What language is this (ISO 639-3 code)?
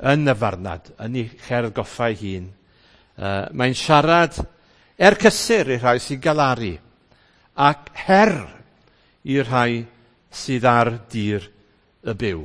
cym